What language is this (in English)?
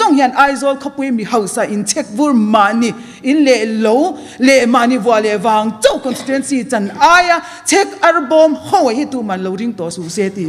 Mizo